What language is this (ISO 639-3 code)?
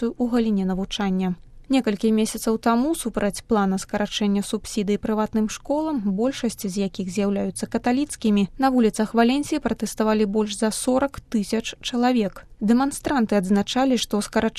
bel